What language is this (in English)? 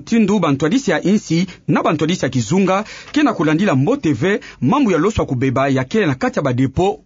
Kituba (Democratic Republic of Congo)